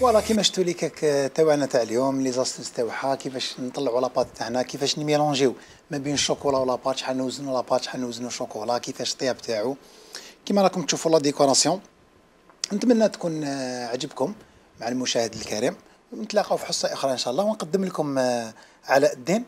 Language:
Algerian Arabic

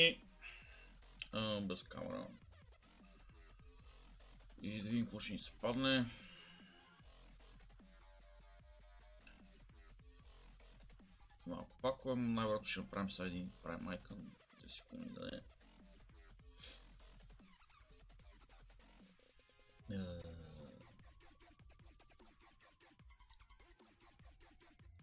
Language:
Bulgarian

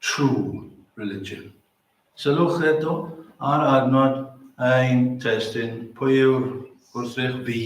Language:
Welsh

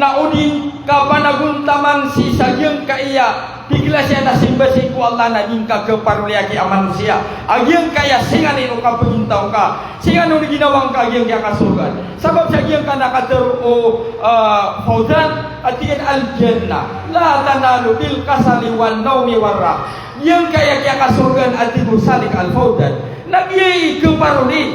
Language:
Maranao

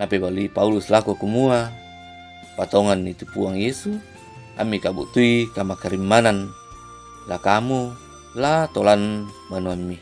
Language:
Toraja-Sa'dan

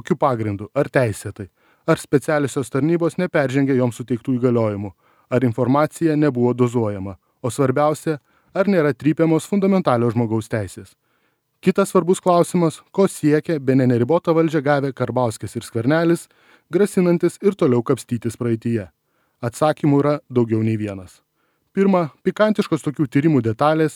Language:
Lithuanian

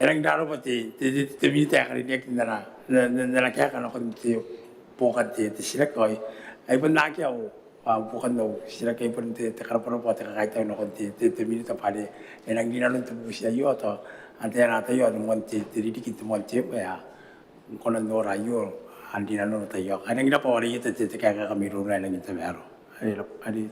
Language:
Gilbertese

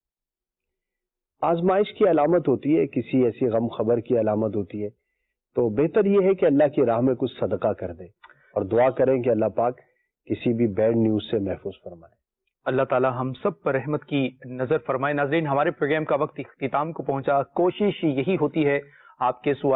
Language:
Urdu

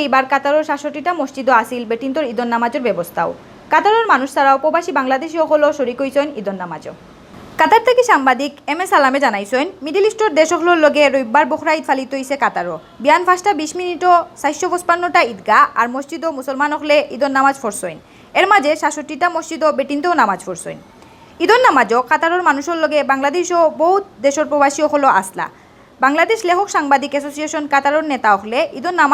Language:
Sylheti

